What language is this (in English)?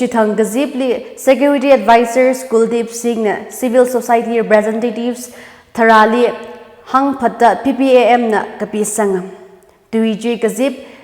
Tangkhul Naga (India)